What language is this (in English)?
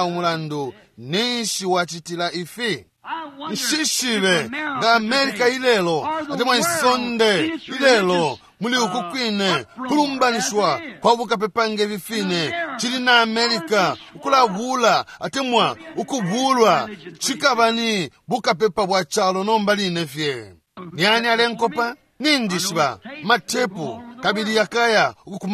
Bemba